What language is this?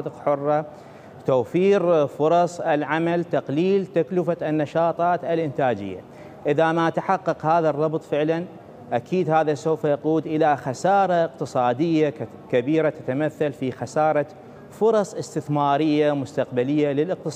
Mesopotamian Arabic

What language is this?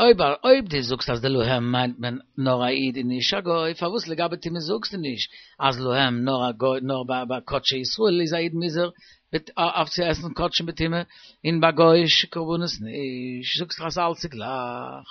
Yiddish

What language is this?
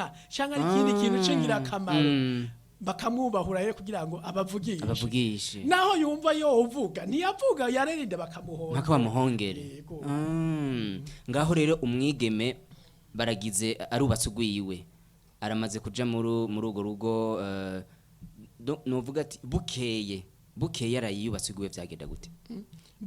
Rundi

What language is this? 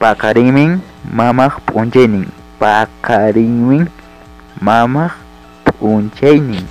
Ayacucho Quechua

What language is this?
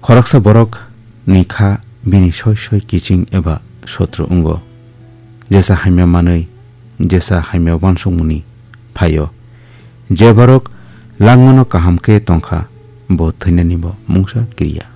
Kok Borok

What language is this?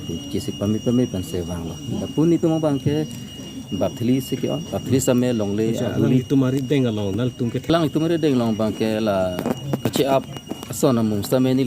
Karbi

